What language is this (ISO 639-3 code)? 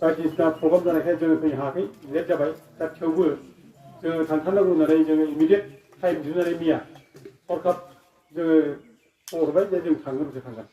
brx